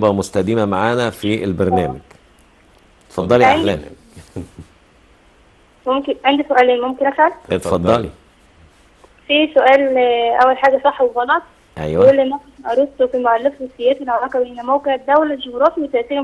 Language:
Egyptian Arabic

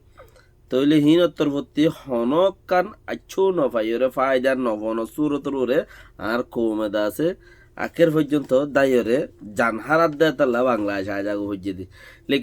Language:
Rohingya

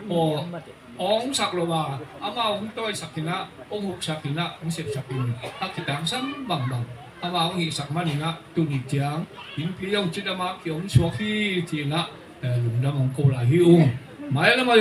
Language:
Tedim Chin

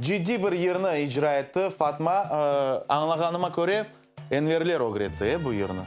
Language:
Crimean Tatar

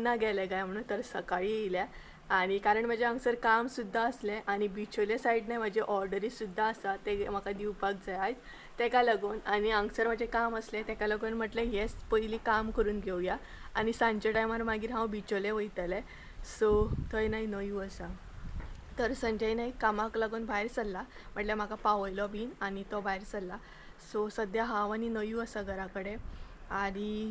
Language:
Konkani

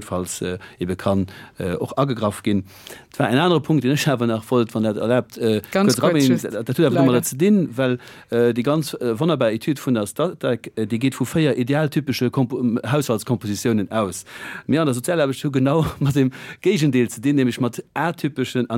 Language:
Luxembourgish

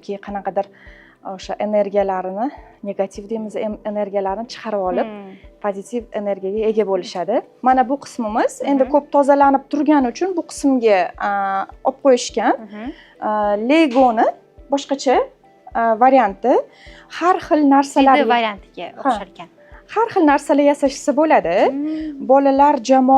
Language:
Uzbek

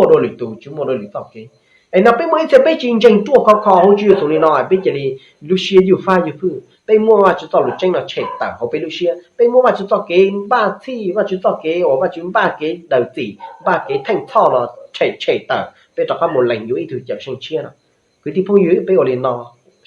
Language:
Hmong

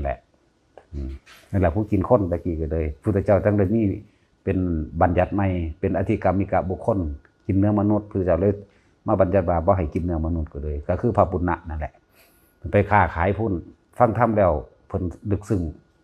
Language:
Northeastern Thai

